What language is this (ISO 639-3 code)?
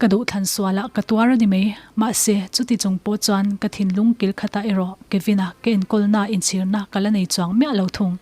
lus